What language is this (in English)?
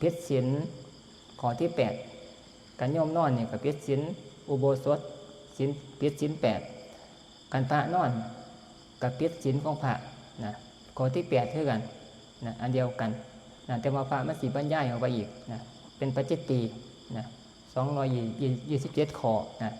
Northeastern Thai